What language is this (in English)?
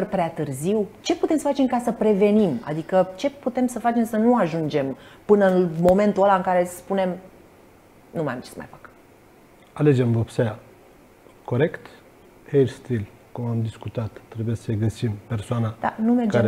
Romanian